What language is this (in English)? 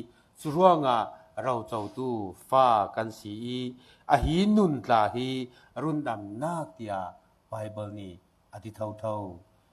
Falam Chin